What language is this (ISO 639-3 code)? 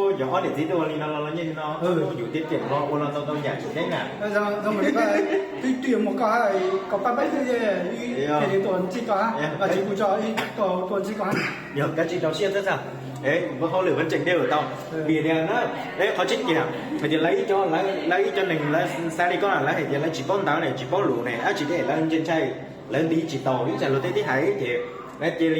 hmn